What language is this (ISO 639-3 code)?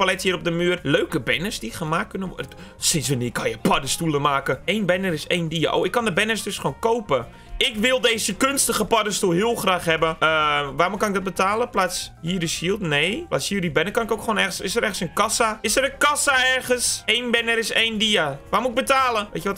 nld